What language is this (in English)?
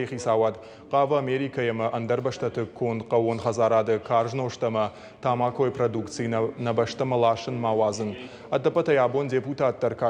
Ossetic